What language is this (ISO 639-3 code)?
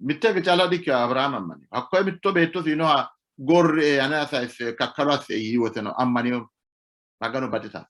sid